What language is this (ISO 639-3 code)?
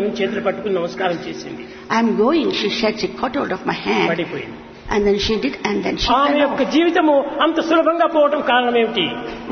tel